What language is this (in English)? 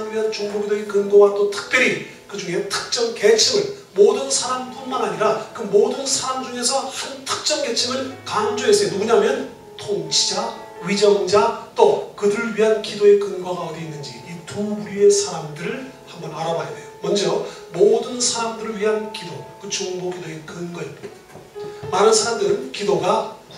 Korean